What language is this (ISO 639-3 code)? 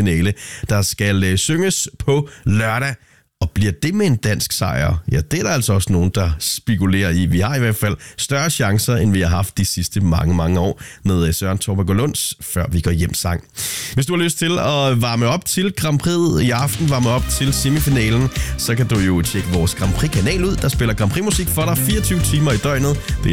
dan